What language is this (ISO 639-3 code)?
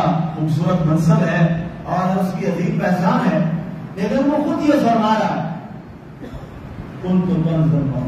urd